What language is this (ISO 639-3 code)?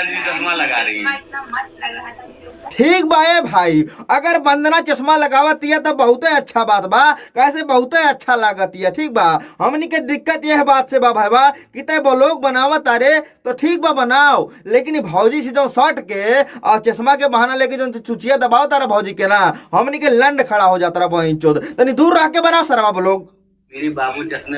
bho